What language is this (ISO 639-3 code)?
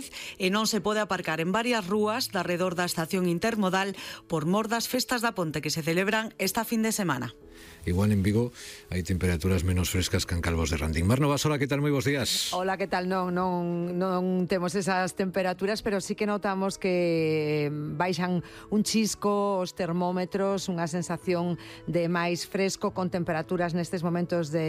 glg